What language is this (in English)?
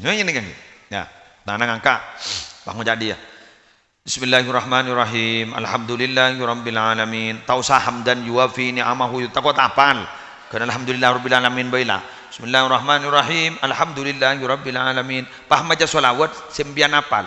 Madurese